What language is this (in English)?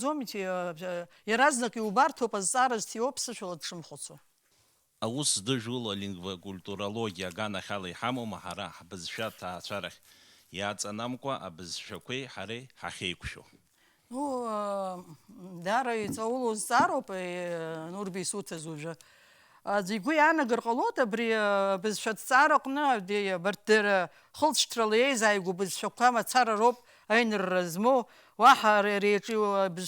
Abkhazian